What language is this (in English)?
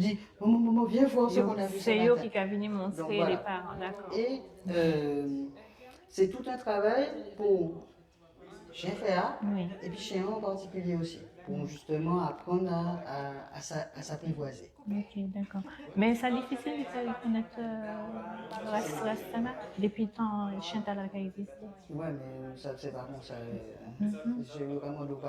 Guadeloupean Creole French